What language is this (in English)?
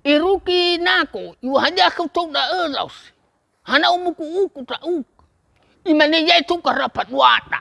Nias